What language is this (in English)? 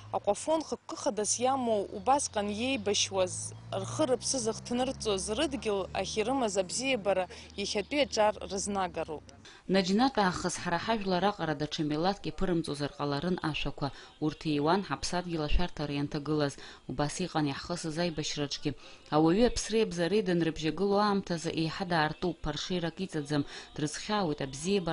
Abkhazian